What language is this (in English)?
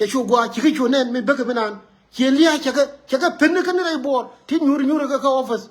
Nuer